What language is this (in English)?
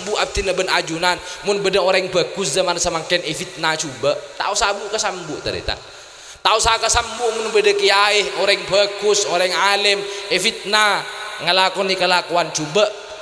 Madurese